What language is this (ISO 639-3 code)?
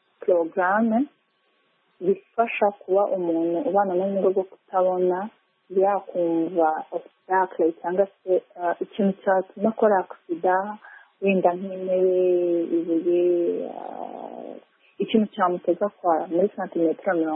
kin